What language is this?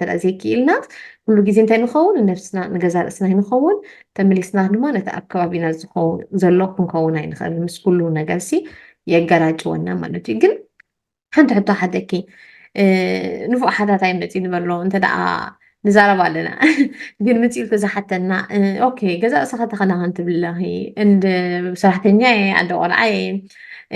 Tigrinya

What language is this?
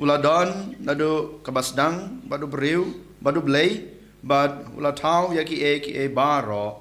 Khasi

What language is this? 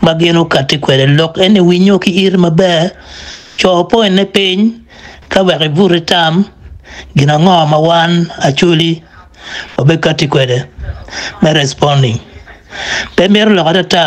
Acoli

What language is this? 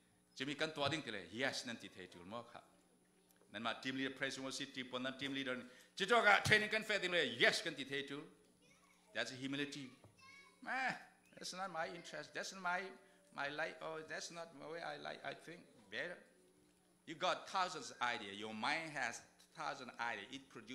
Falam Chin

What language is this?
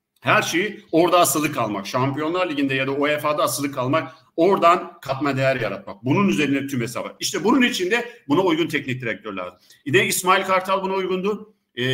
Turkish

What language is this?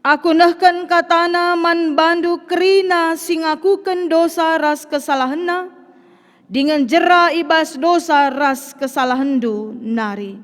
Batak Karo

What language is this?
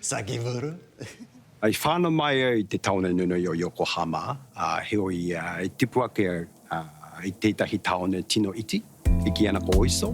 Māori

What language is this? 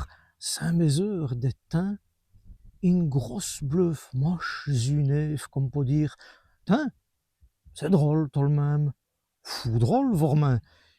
Walloon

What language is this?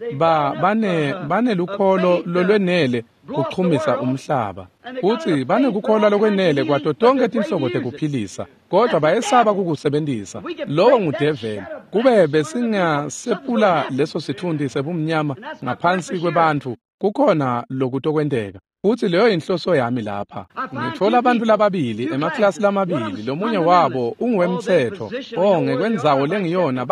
Swati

